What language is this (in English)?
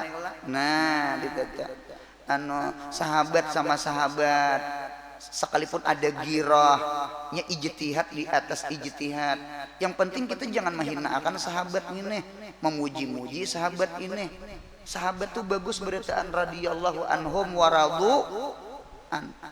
Banjar